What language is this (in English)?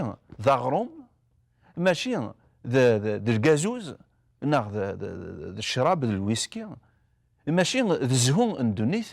Kabyle